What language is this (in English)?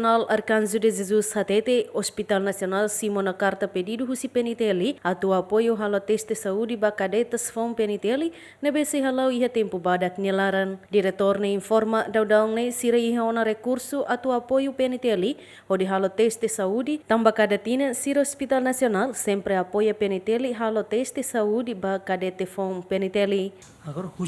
Tetum